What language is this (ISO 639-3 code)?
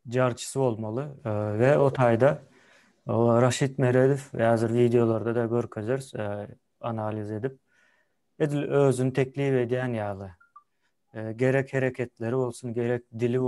tuk